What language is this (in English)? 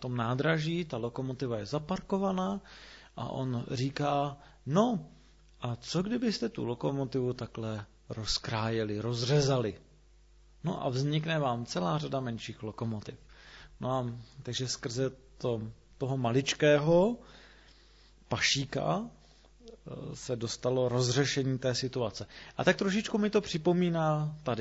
Czech